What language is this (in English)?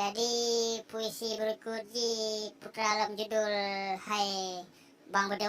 Achinese